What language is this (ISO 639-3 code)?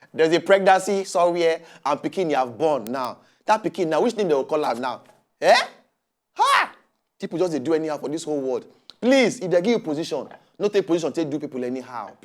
pcm